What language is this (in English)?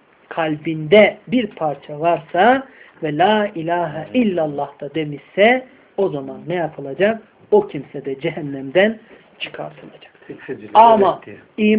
Turkish